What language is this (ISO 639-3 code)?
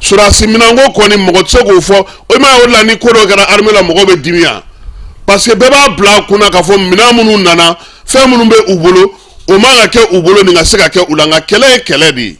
bam